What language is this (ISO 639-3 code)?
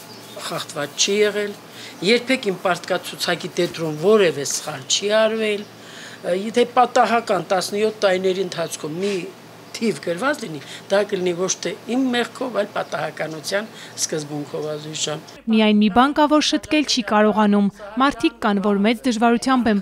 hye